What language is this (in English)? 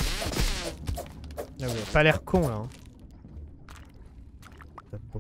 French